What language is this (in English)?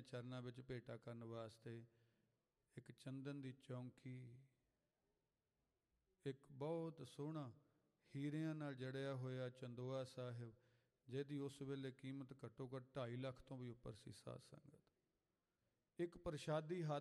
Punjabi